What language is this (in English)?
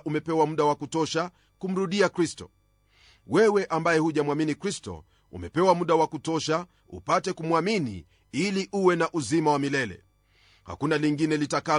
Swahili